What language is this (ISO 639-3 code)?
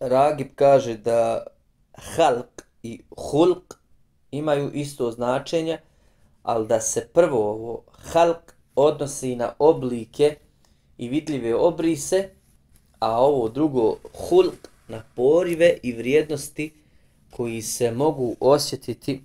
bos